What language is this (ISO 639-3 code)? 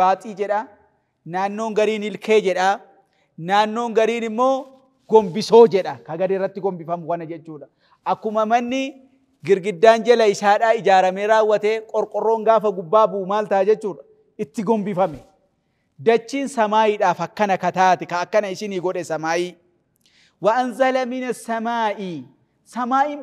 orm